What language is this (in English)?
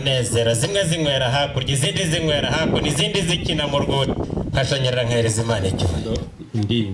Kinyarwanda